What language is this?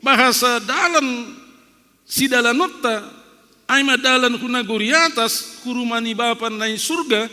Batak Simalungun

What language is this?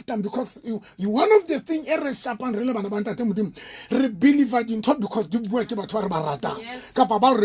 Southern Sotho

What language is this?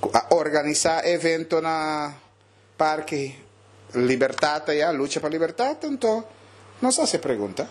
Papiamento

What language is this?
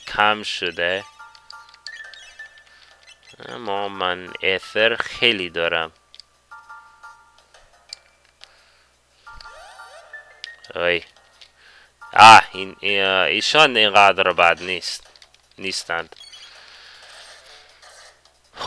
Persian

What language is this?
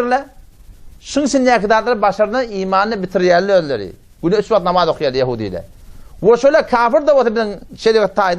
Turkmen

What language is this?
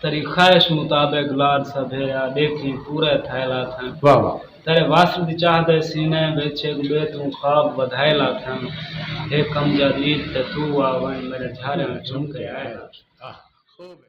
Saraiki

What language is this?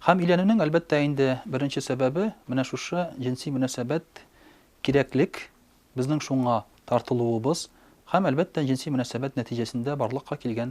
Tatar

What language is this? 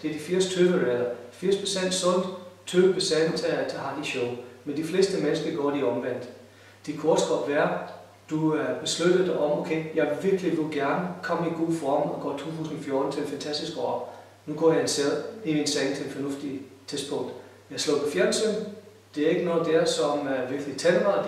Danish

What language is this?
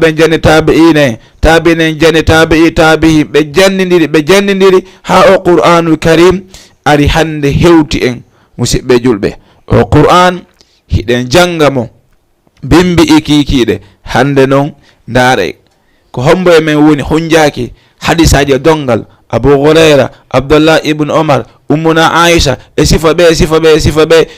Fula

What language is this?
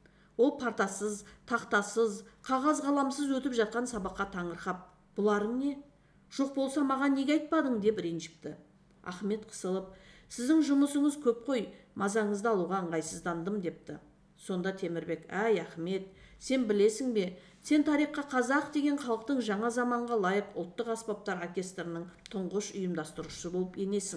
Kazakh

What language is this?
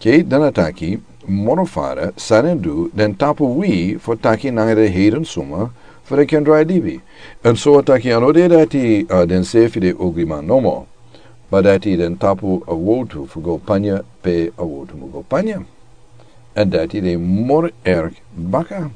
Sranan Tongo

